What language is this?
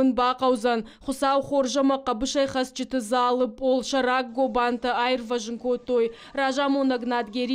Ossetic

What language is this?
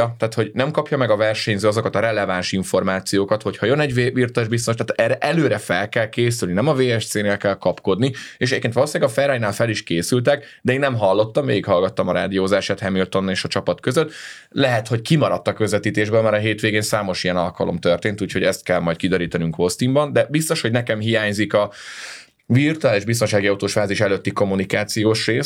Hungarian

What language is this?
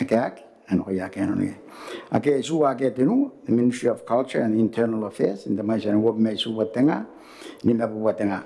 Gilbertese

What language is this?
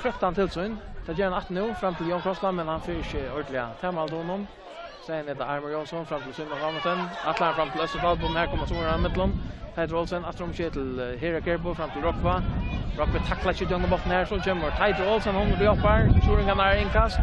Faroese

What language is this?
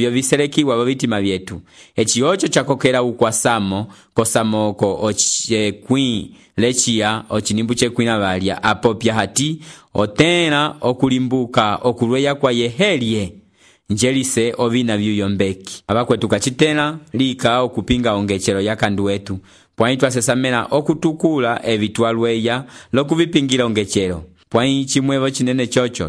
Umbundu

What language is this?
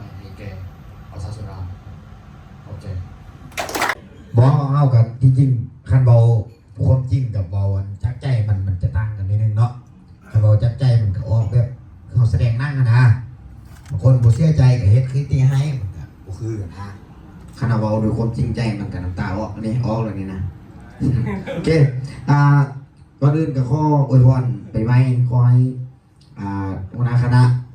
Lao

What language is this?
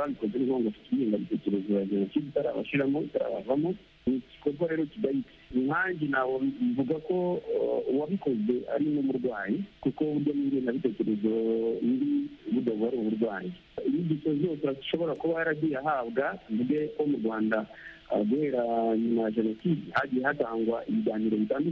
Kinyarwanda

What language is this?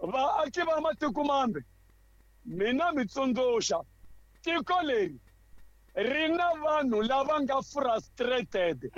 Tsonga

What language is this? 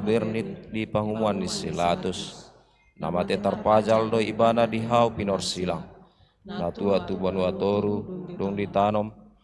Batak Toba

